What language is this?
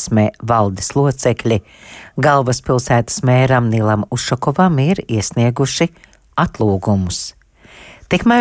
Latvian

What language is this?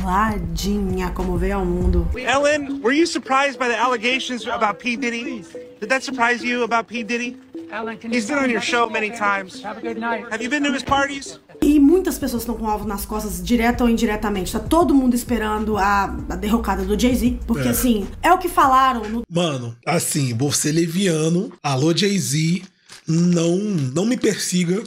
Portuguese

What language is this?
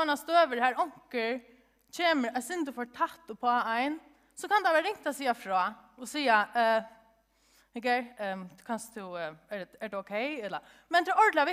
Faroese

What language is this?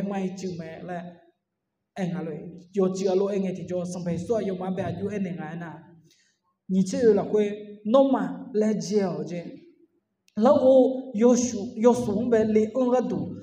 Akha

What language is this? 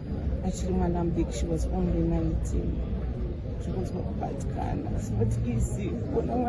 Shona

